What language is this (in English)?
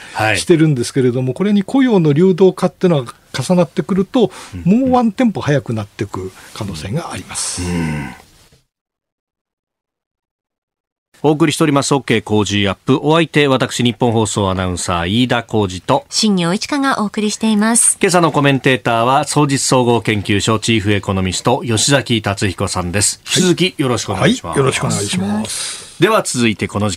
Japanese